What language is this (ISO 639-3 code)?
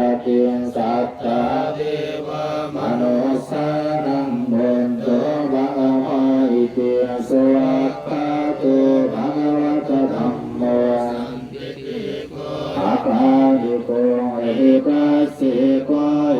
pli